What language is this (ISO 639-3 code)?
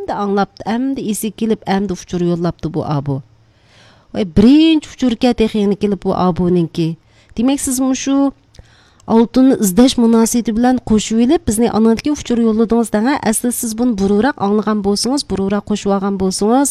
uig